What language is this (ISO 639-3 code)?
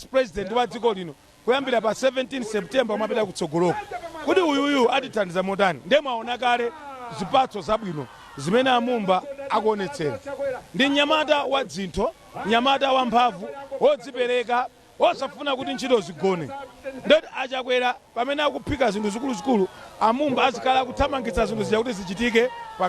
nya